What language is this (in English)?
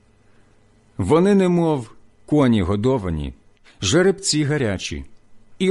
Ukrainian